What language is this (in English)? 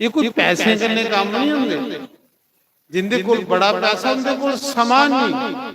Dogri